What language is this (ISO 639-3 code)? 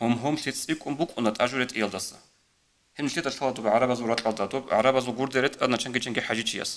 ava